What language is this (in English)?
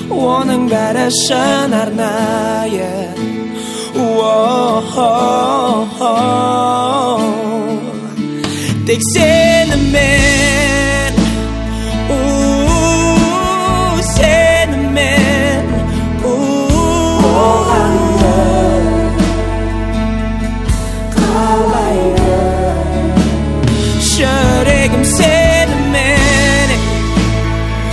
Kazakh